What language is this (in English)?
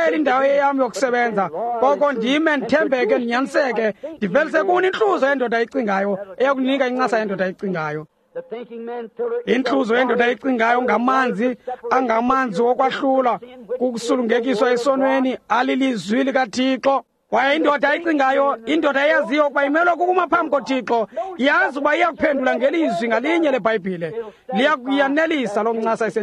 Xhosa